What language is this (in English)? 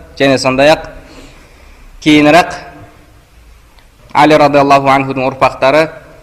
Kazakh